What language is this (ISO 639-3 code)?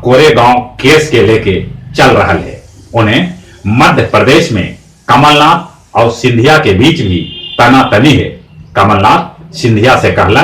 mag